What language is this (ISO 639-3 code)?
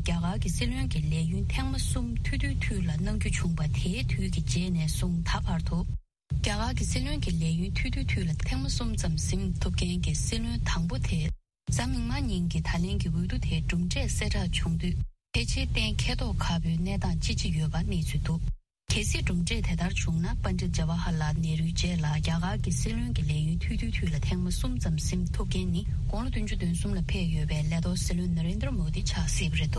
bod